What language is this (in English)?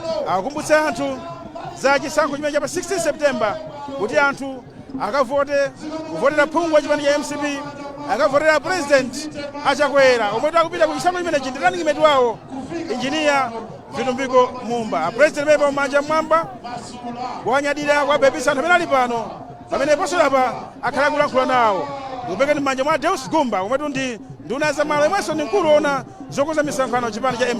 Nyanja